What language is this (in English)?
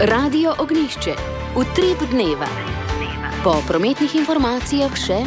Slovenian